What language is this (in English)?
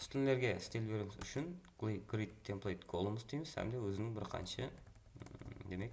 Kara-Kalpak